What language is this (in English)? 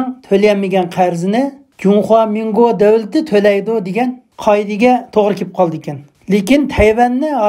Uyghur